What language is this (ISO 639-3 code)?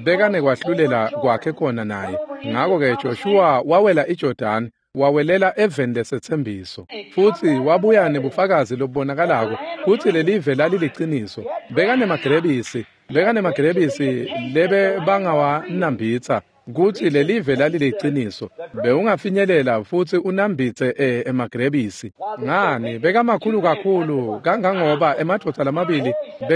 ssw